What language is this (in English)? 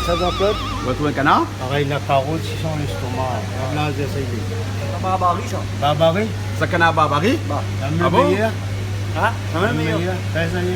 Réunion Creole French